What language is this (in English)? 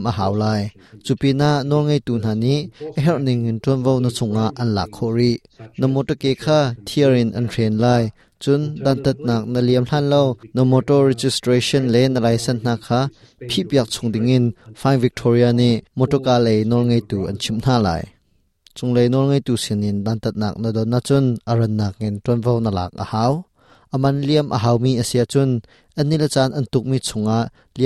Hakha Chin